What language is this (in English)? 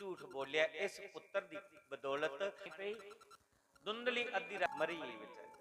Dogri